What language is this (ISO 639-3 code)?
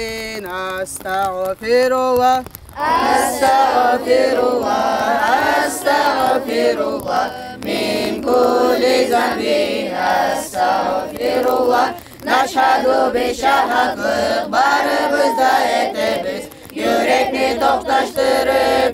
kum